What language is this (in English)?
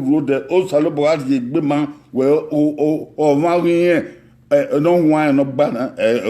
Bini